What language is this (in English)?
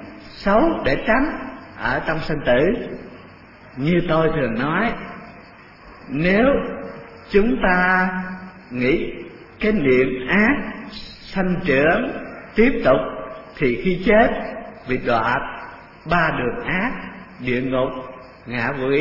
Vietnamese